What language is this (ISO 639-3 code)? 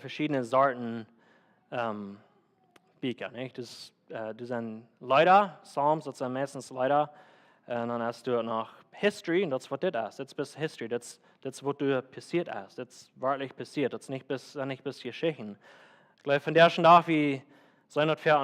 pdt